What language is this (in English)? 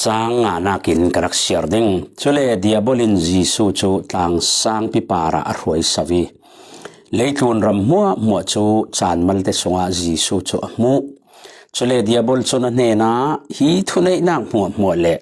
Falam Chin